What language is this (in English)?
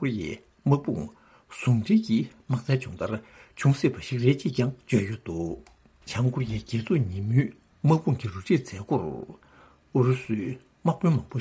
Tibetan